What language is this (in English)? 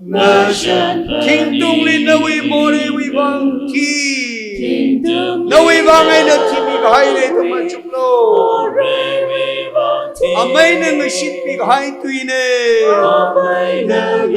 Tangkhul Naga (India)